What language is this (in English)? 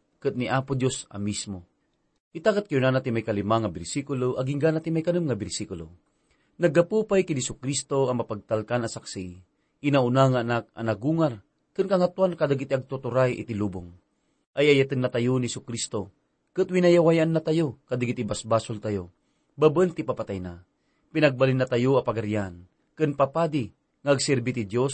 Iloko